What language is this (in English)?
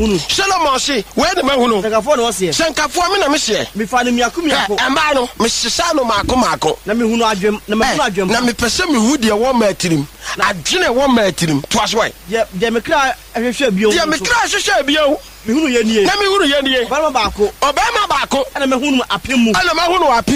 Akan